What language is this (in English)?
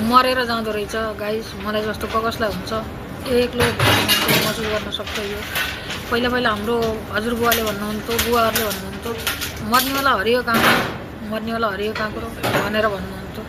Nepali